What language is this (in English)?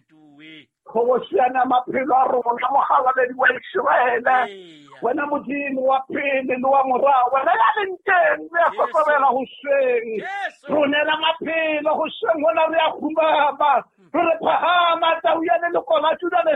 Southern Sotho